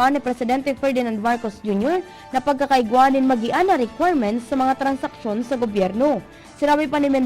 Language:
Bikol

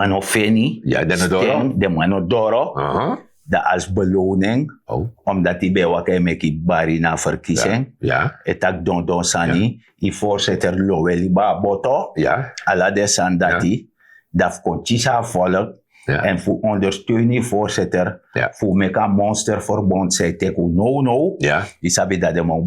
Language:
Sranan Tongo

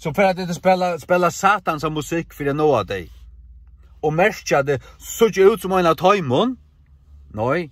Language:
Faroese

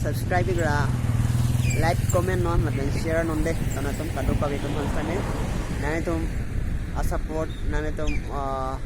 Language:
Karbi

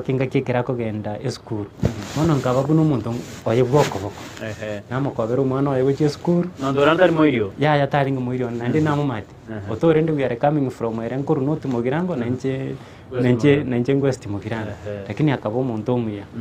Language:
Gusii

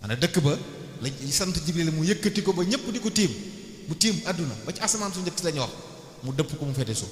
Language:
Wolof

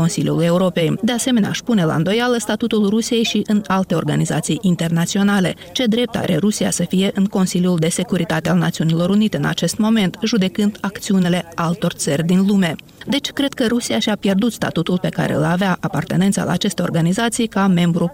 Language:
Romanian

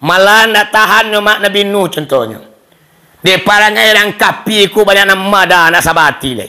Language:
Minangkabau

